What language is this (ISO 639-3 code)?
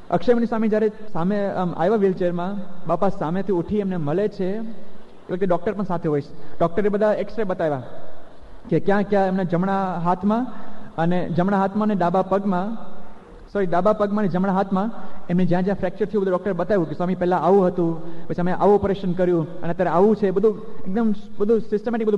guj